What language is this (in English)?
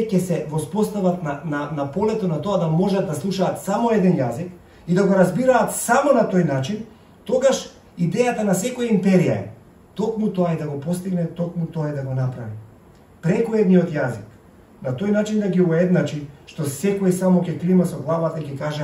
Macedonian